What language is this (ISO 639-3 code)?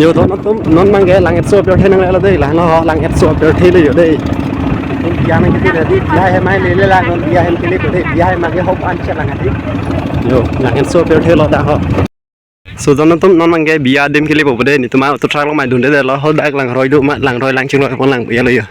mjw